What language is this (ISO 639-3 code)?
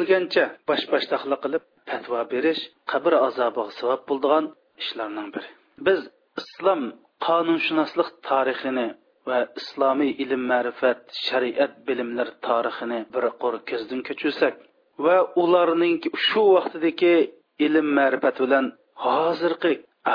uig